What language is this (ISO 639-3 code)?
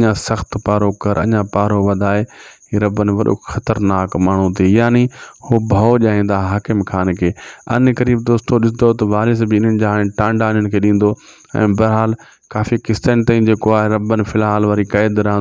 snd